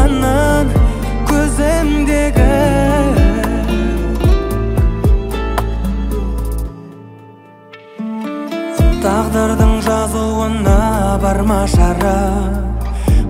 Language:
Kazakh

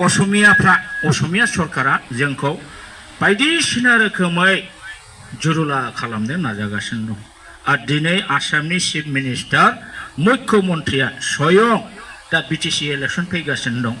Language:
Bodo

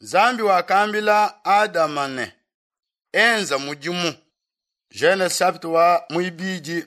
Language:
Luba-Lulua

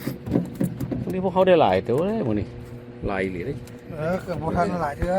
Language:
Lao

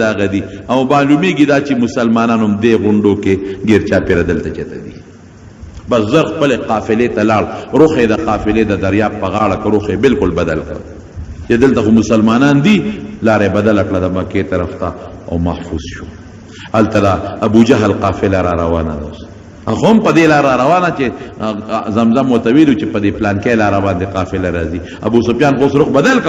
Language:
Pashto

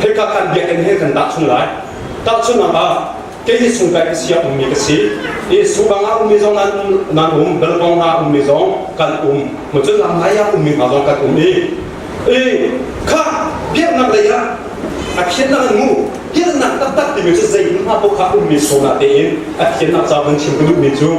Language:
Hakha Chin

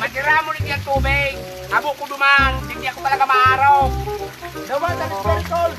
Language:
Bikol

